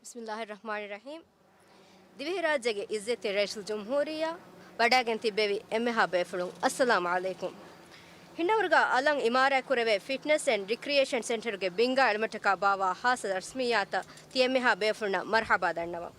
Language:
Divehi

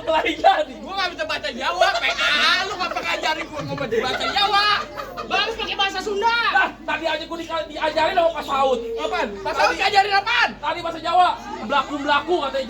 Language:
Betawi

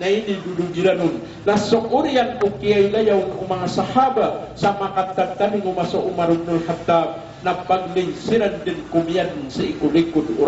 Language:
Maranao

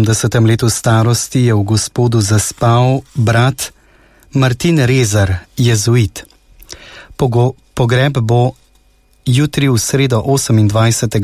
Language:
Slovenian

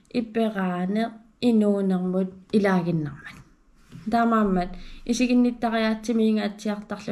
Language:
Kalaallisut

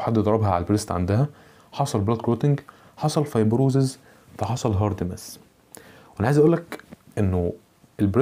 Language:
Egyptian Arabic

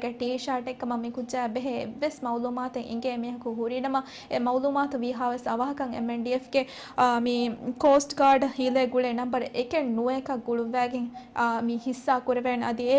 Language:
Divehi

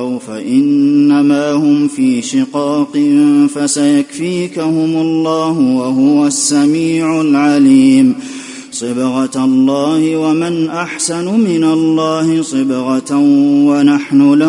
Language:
Arabic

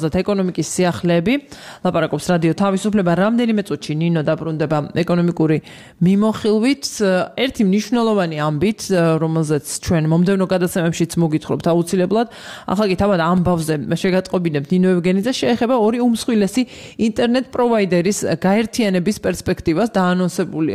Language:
Georgian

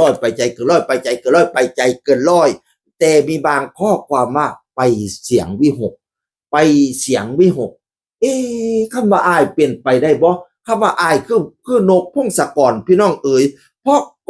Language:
Northeastern Thai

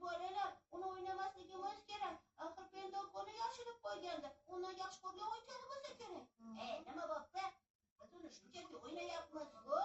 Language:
Uzbek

